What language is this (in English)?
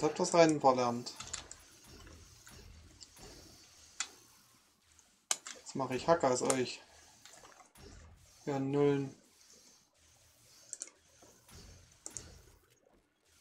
German